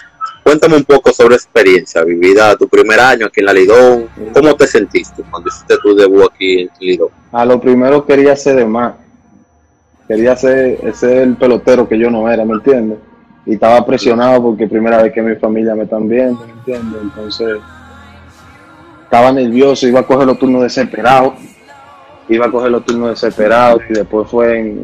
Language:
Spanish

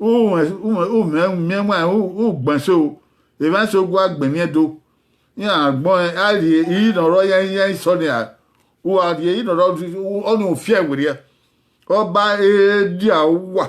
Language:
Bini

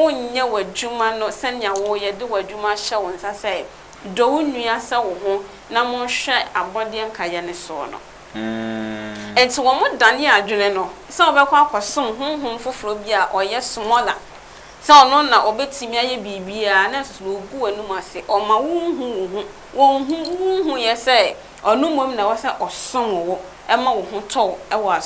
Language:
Akan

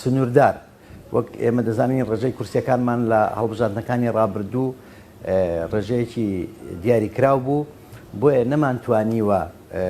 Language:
Central Kurdish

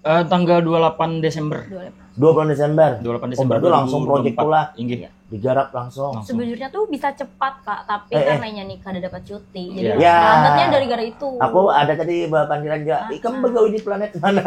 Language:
Banjar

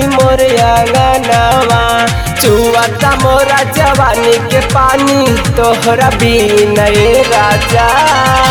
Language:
Bhojpuri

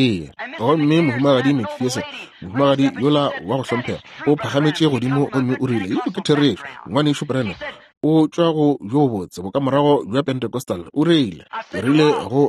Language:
Northern Sotho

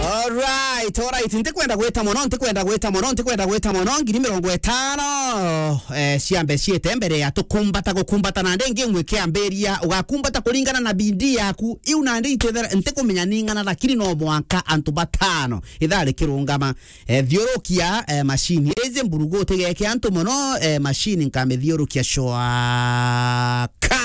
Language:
Meru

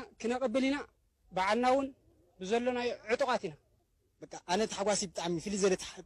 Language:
Tigrinya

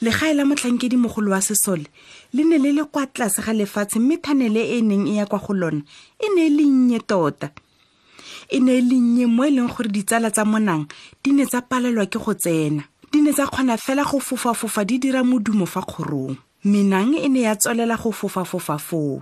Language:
Tswana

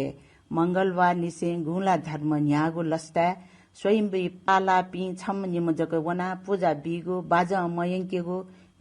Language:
Newari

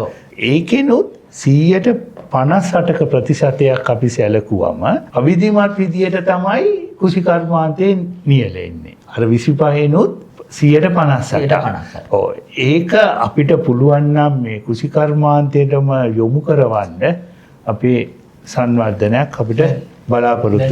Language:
Sinhala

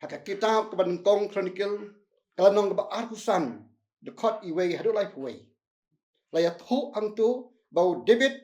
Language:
Khasi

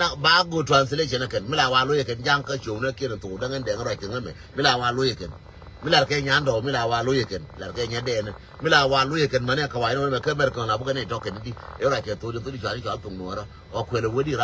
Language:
Nuer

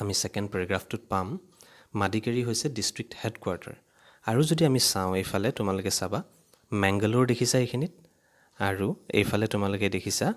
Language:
Assamese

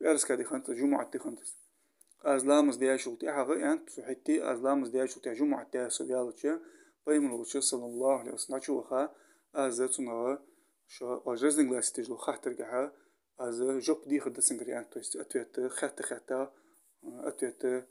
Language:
Ingush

